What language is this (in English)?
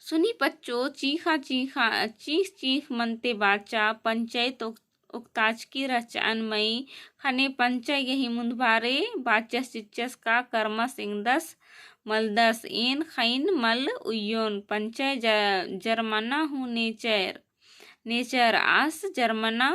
Kurukh